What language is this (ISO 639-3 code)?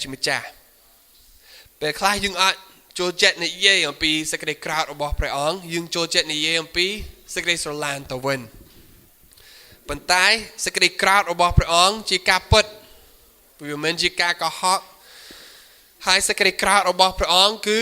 khm